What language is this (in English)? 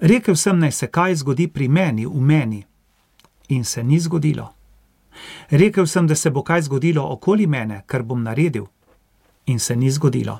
Slovenian